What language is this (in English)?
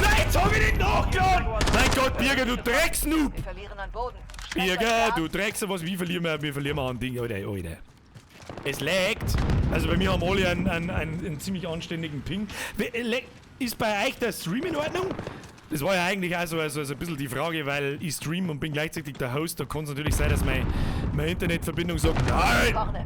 Bavarian